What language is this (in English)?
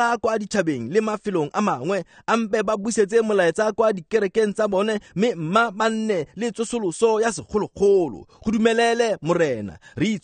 Tswana